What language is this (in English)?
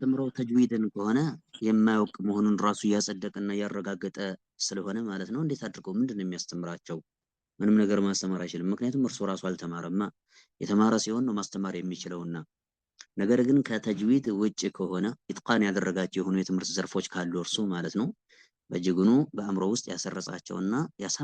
Amharic